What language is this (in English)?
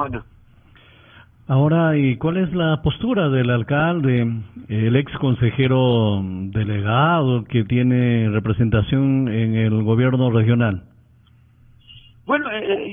Spanish